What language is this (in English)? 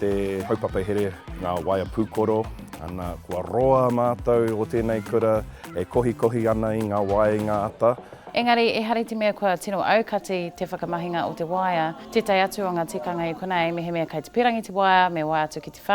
Māori